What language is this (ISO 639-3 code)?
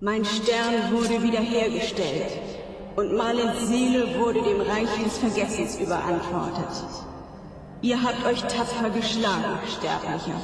bar